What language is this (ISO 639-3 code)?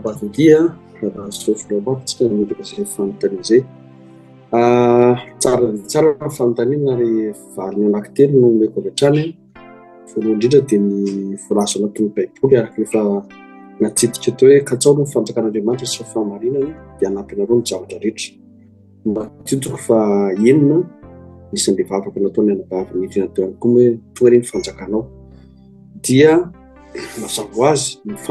mlg